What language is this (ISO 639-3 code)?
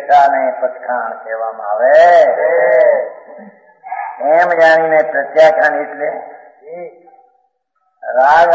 guj